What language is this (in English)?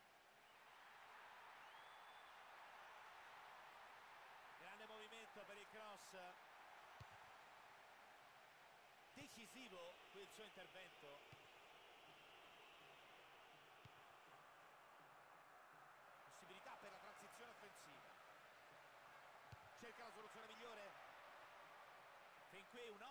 Italian